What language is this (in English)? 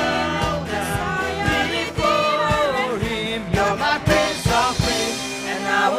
Tangkhul Naga (India)